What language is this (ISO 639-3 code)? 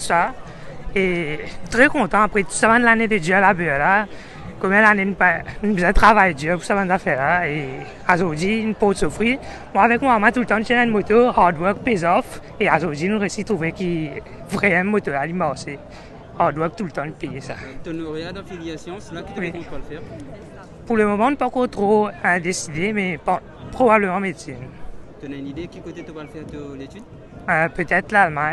mfe